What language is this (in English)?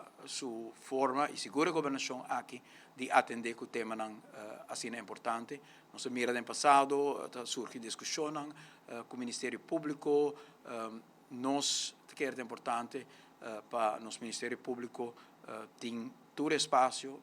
Papiamento